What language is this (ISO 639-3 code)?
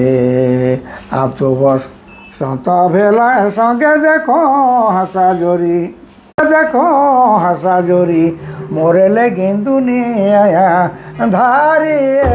sck